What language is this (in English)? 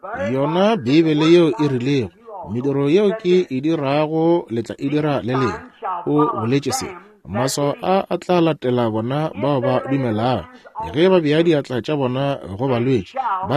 Northern Sotho